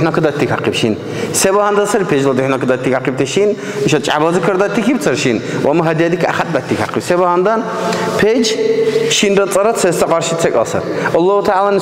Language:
Dargwa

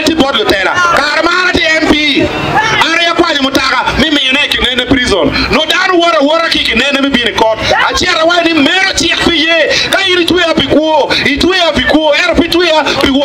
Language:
Acoli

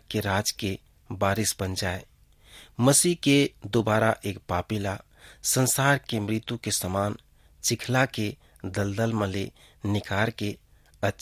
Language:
Chhattisgarhi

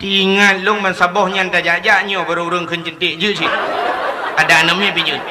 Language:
Achinese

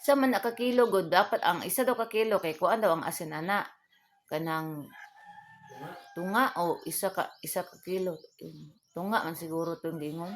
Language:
Cebuano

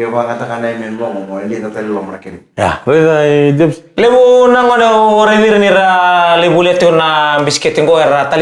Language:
Fijian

